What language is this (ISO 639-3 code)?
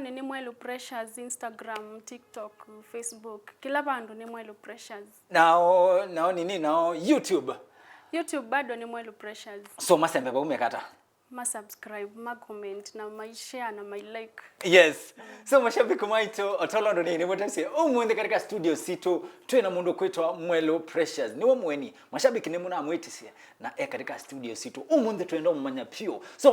kam